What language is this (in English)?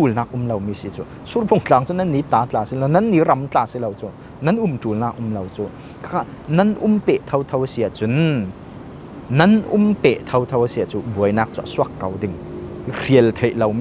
Falam Chin